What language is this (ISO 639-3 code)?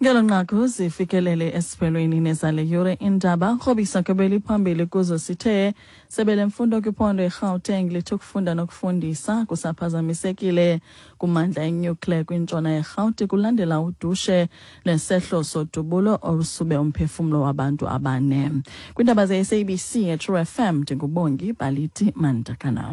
xho